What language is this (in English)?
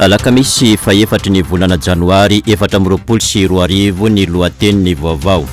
Malagasy